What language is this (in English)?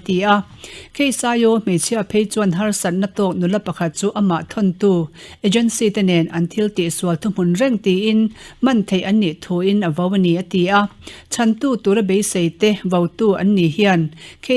Mizo